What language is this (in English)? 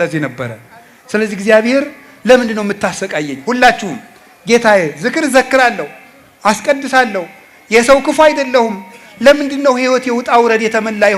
Amharic